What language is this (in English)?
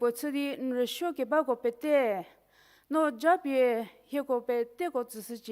Angami Naga